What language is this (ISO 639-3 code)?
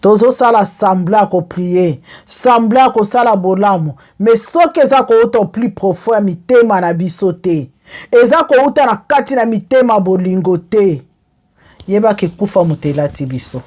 lin